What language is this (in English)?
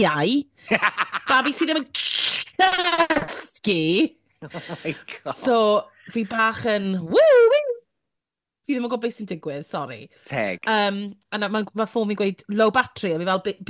Welsh